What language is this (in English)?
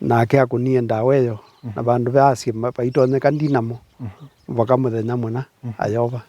Kamba